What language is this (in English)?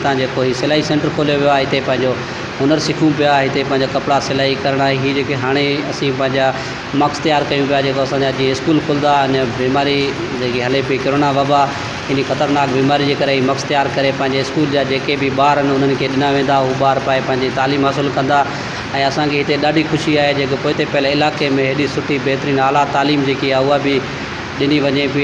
Sindhi